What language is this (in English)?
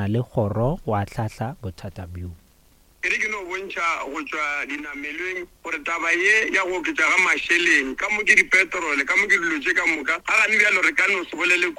Northern Sotho